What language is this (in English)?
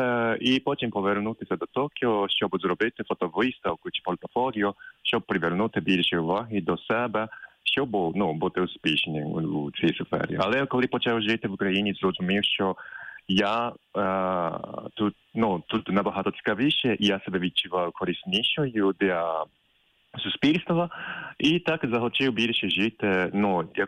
Ukrainian